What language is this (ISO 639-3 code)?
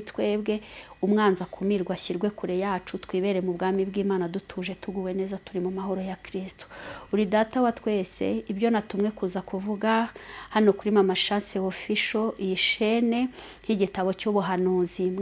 kin